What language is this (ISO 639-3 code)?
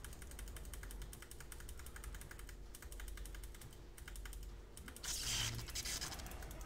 swe